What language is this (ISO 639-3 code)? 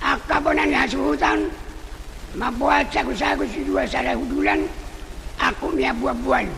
bbc